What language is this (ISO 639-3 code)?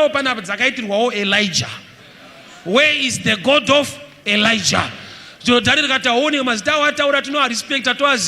sna